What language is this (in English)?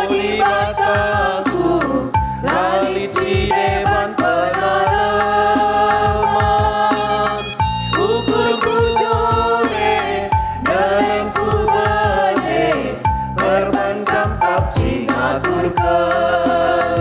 Batak Karo